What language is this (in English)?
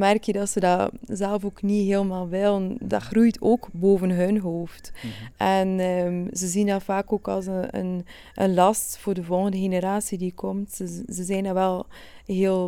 Dutch